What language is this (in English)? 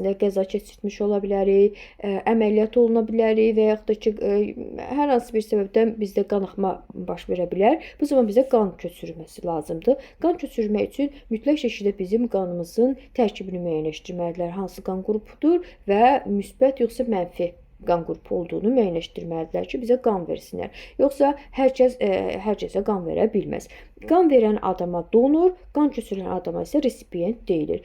Azerbaijani